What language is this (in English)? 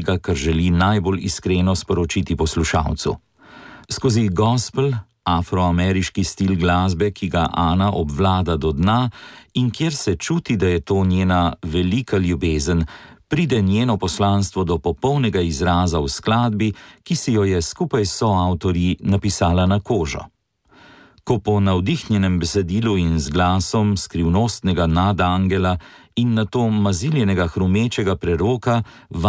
Slovenian